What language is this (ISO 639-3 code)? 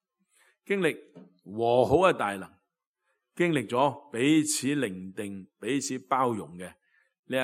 yue